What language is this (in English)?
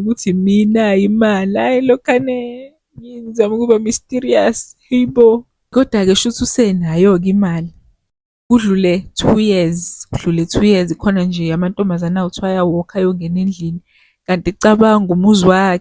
Zulu